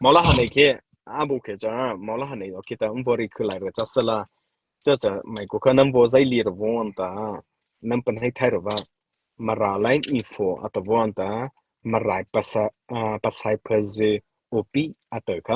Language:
Mara Chin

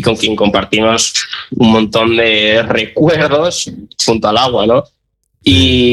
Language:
Spanish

